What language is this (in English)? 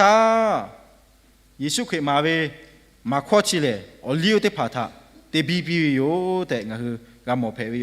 Lahu